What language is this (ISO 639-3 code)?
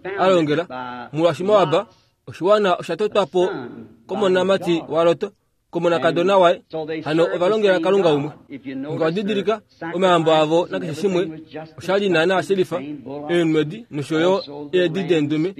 kua